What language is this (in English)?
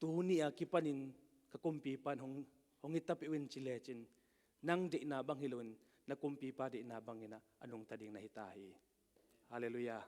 Tedim Chin